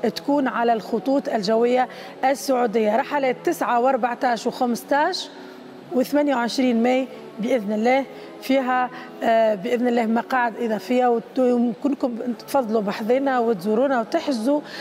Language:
Tunisian Arabic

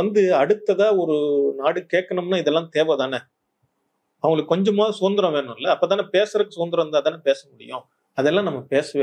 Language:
Tamil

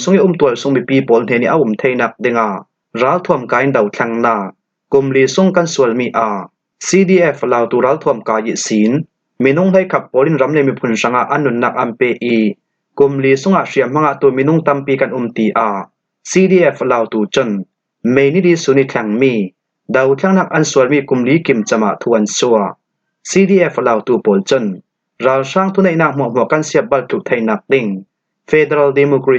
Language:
Falam Chin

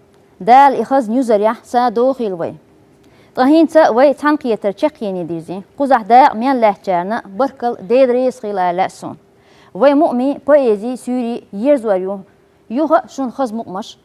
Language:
Chechen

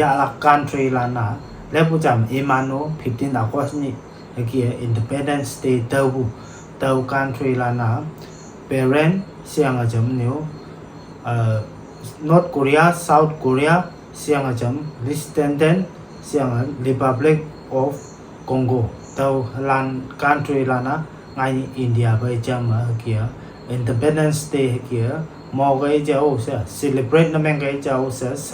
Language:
Konyak Naga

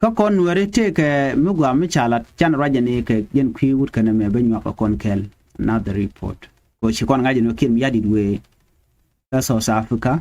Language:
Nuer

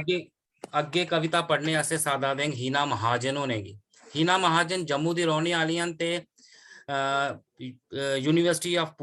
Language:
Dogri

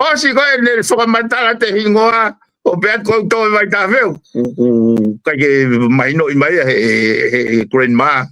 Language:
Tongan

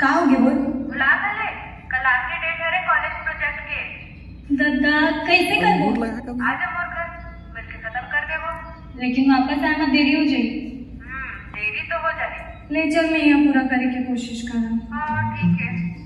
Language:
Chhattisgarhi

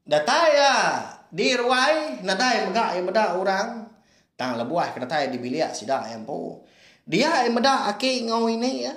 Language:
Iban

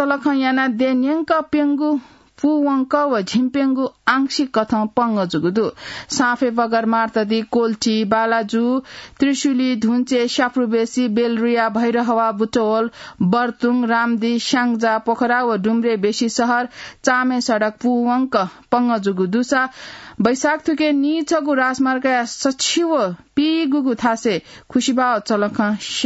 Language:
Newari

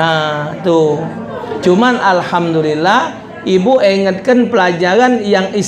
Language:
Musi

